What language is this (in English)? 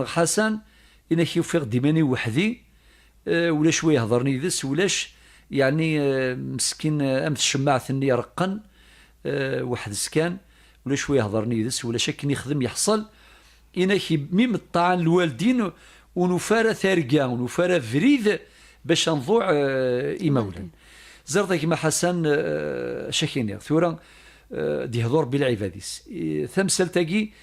Kabyle